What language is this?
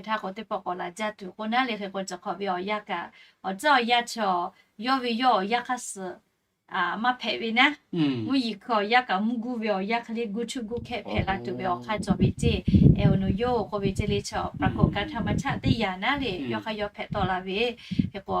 Lahu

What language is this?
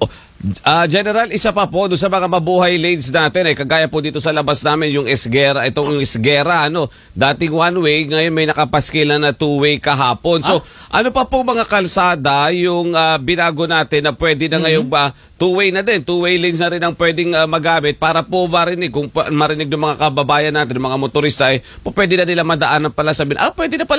Filipino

